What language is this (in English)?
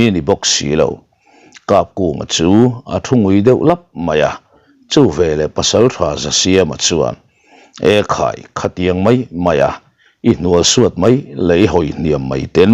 Mizo